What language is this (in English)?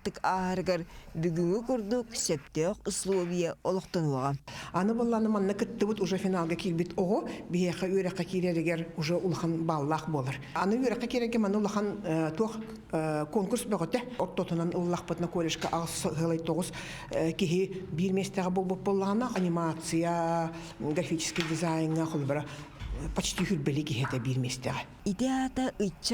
Yakut